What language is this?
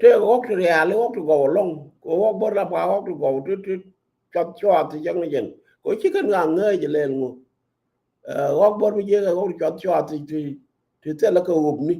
Nuer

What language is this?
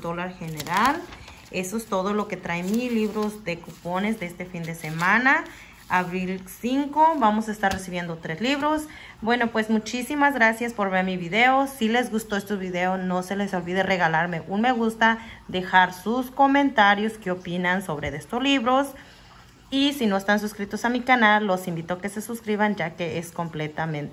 Spanish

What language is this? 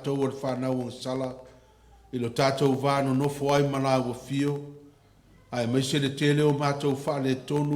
Samoan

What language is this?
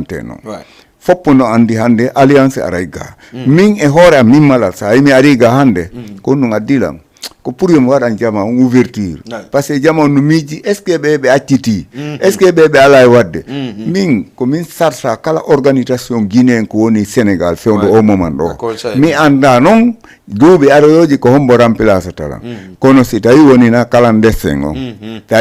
Fula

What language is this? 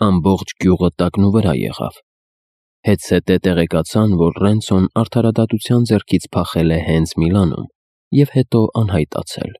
Armenian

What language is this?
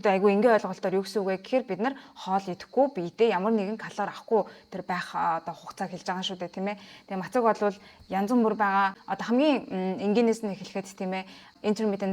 Mongolian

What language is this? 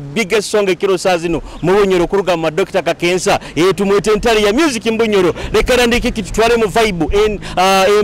Nyoro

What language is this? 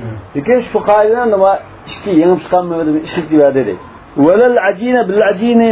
Uyghur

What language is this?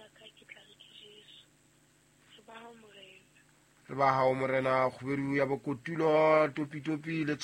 Southern Sotho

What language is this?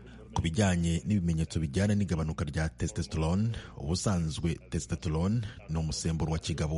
Kinyarwanda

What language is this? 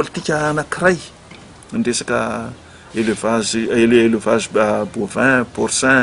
Malagasy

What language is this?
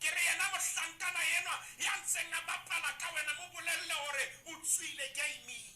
Southern Sotho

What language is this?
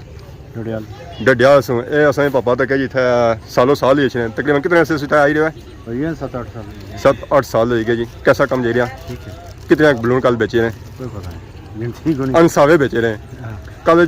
Pahari-Potwari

